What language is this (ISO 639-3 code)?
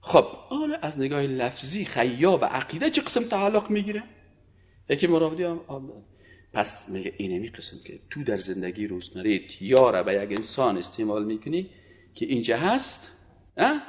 fas